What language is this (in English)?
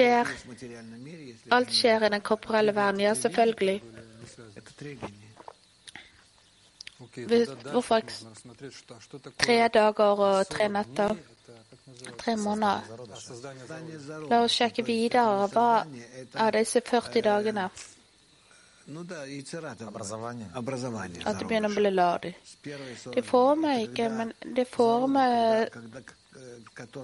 Norwegian